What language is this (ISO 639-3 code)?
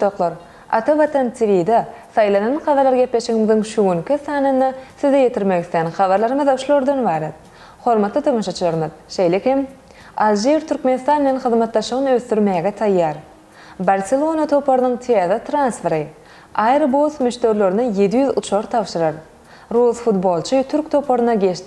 tuk